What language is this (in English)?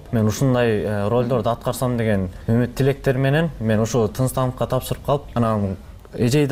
Kyrgyz